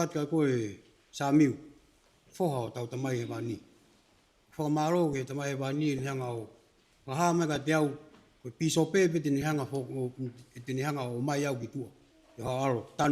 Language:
Tongan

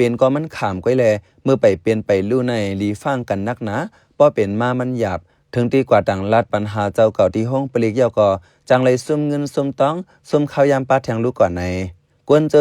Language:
Shan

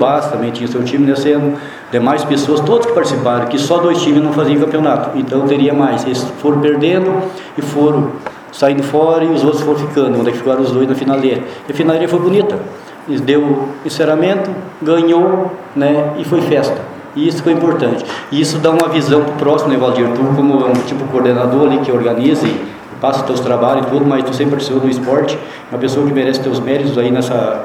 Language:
Portuguese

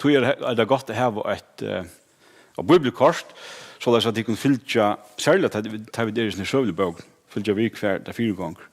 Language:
Faroese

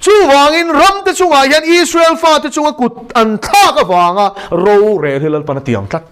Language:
Mizo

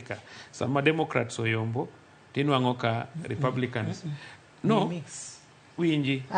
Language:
Luo (Kenya and Tanzania)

